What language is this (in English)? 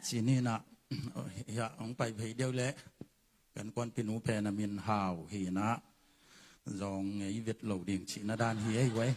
Tedim Chin